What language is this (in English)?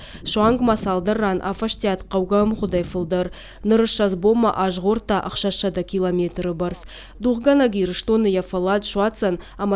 Ossetic